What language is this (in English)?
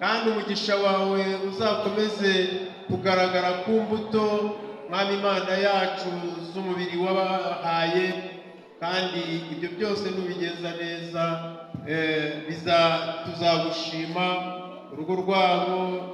Kinyarwanda